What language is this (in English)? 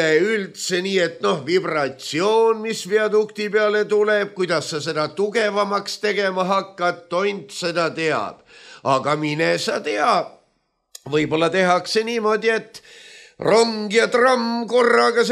Estonian